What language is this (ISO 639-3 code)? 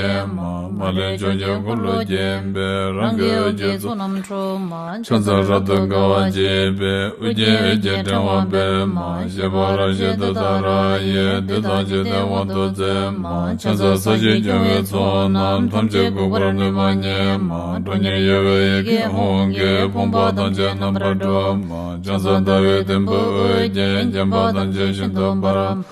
bod